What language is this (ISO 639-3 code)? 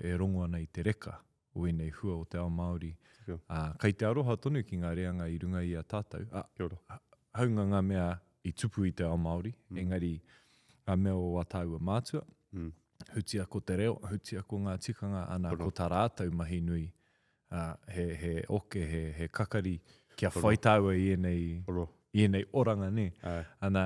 mri